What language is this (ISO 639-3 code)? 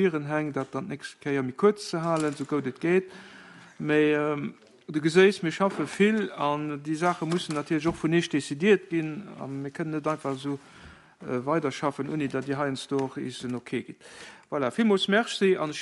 ltz